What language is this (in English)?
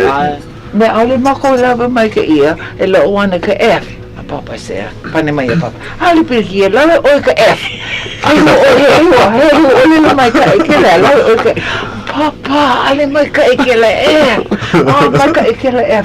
Hawaiian